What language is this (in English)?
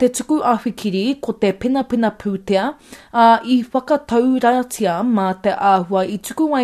Māori